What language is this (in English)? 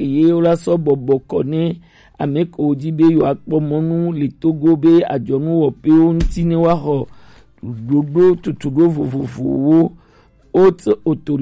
Gen